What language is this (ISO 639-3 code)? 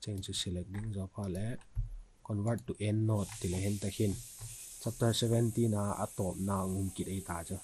vap